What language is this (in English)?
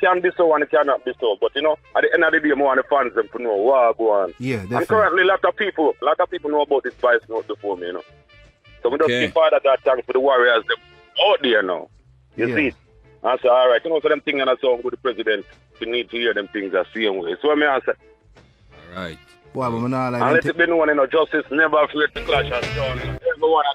Jamaican Creole English